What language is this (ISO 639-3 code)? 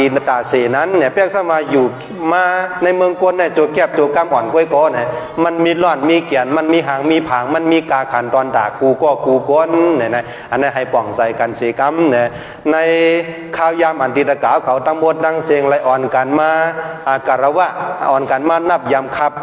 shn